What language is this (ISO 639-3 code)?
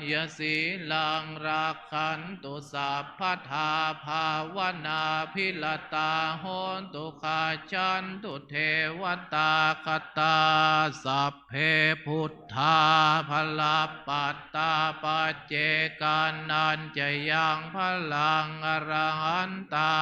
pli